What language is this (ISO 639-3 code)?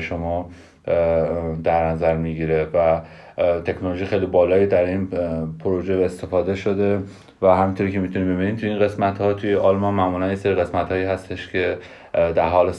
fas